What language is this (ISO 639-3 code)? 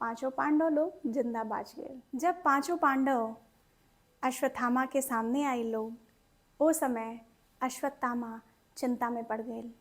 bho